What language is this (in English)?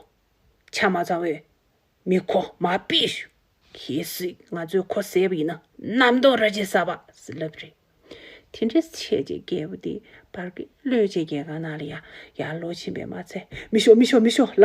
Tibetan